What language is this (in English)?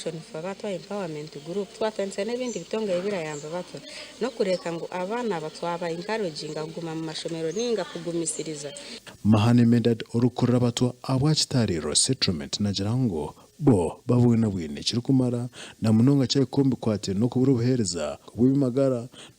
Nyankole